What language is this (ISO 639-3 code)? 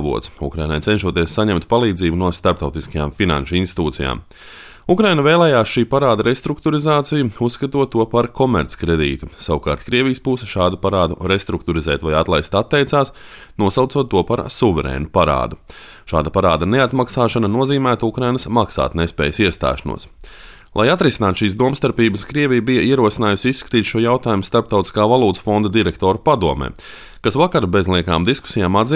lav